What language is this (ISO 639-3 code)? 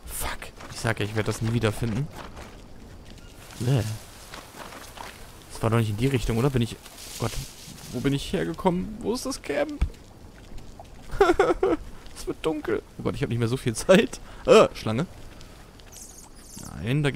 deu